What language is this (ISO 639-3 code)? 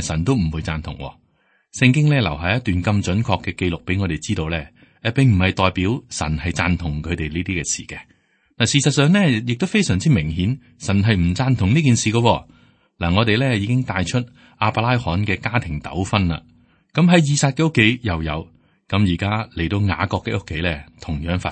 yue